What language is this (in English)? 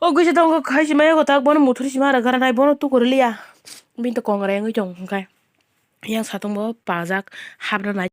Kok Borok